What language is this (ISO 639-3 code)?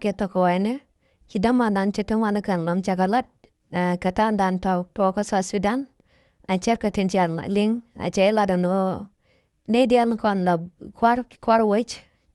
nus